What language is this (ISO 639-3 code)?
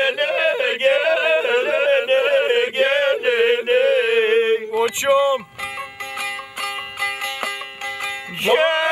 tur